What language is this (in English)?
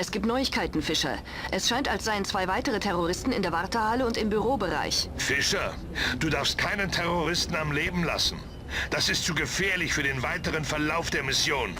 Bavarian